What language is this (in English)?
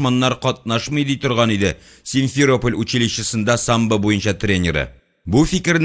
Tatar